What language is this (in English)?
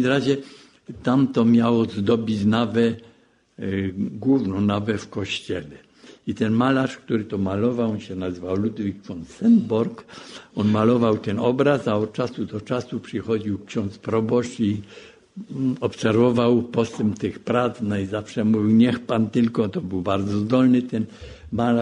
Polish